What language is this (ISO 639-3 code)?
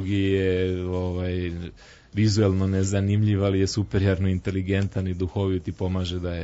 srp